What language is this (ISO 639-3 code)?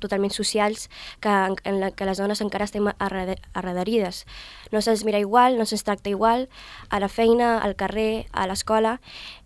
cat